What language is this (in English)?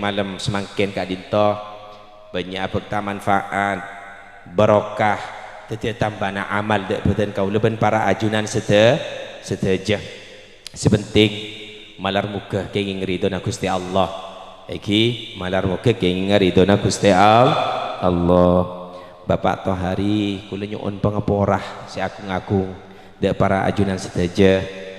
Madurese